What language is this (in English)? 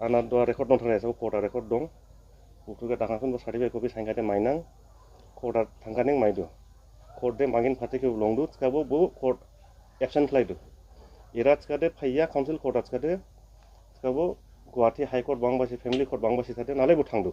Dimasa